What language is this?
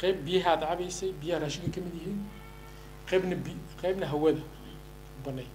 Somali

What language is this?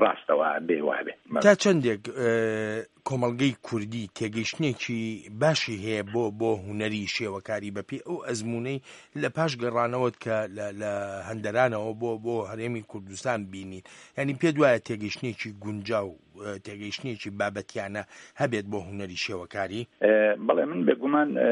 Central Kurdish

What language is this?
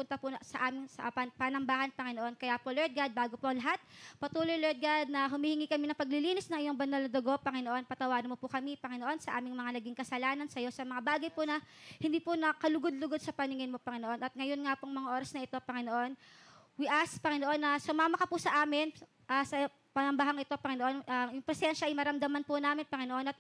Filipino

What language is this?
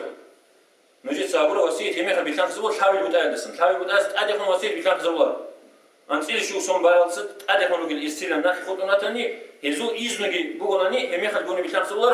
Avaric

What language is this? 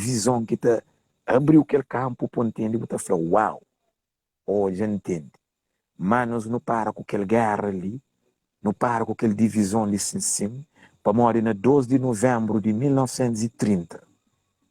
Kabuverdianu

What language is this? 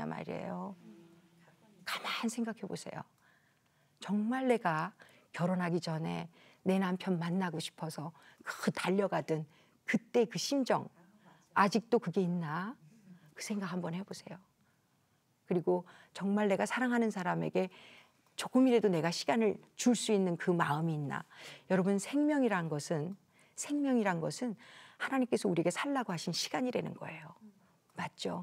Korean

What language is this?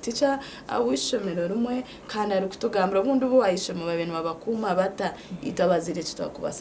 Nyankole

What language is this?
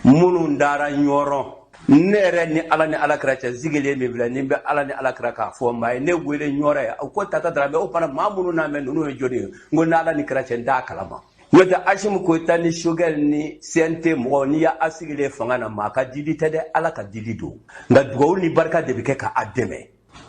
Bambara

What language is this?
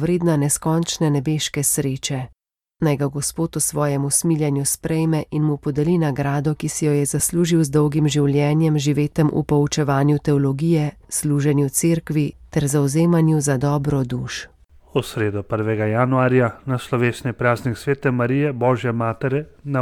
Slovenian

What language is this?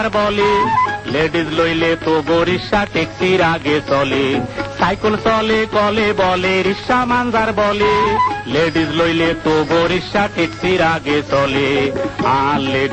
Bangla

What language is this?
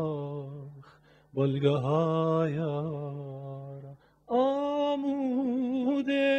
Kurdish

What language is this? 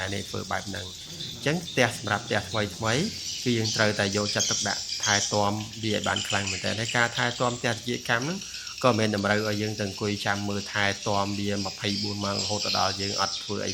Khmer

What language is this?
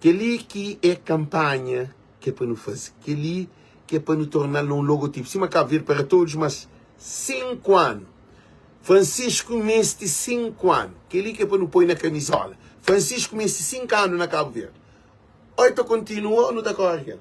Kabuverdianu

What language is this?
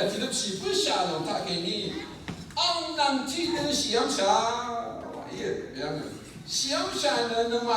Rawang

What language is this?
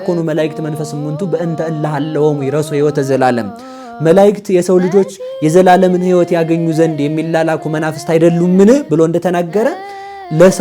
Amharic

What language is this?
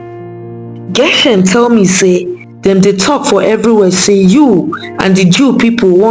Nigerian Pidgin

